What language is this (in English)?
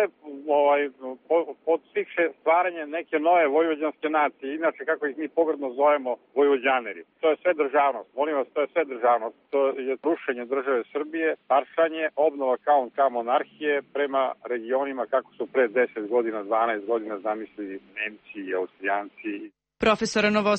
Serbian